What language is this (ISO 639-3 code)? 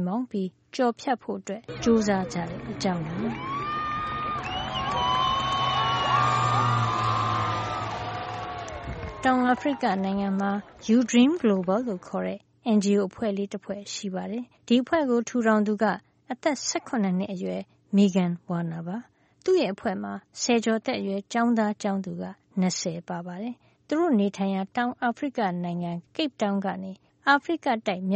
mya